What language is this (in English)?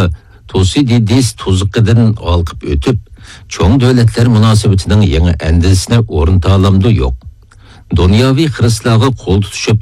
Uyghur